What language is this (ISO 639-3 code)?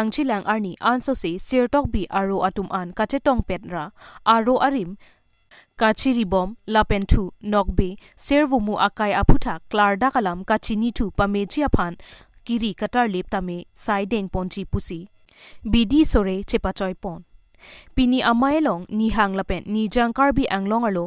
mjw